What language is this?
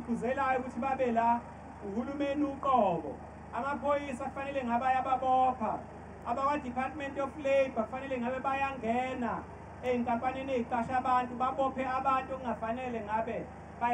Zulu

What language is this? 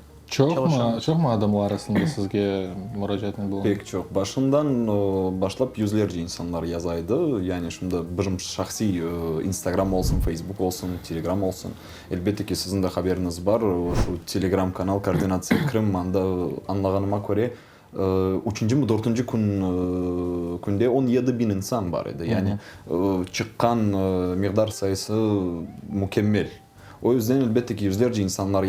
Crimean Tatar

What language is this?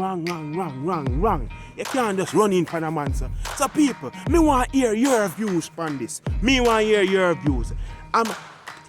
Jamaican Creole English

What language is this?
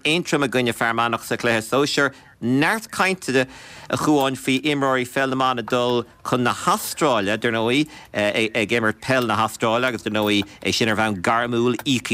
Irish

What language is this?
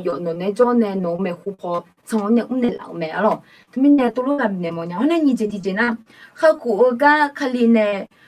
Akha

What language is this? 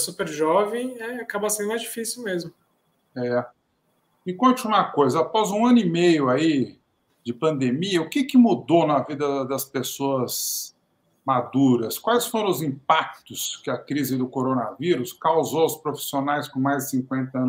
Portuguese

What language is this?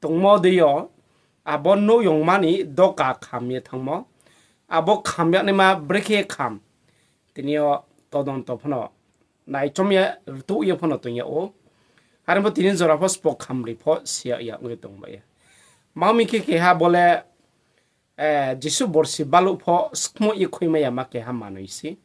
Riang (India)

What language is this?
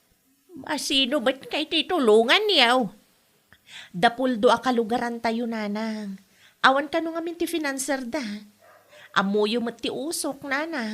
Iloko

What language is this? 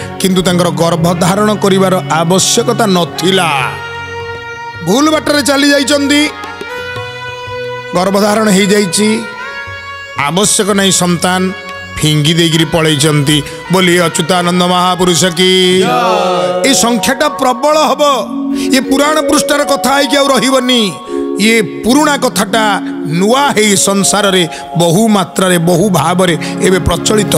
Odia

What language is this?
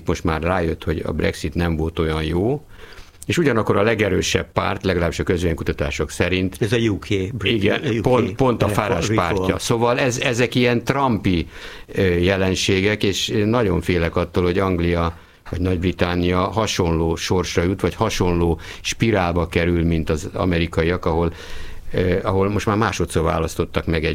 Hungarian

